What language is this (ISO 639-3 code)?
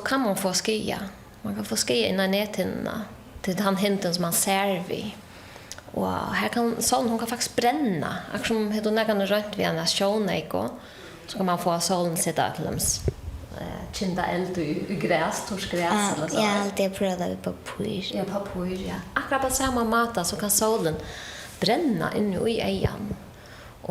fao